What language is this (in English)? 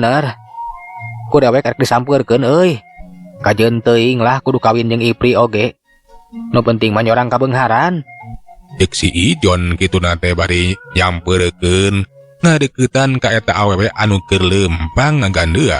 Sundanese